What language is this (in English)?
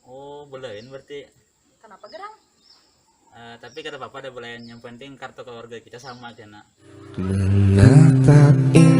Banjar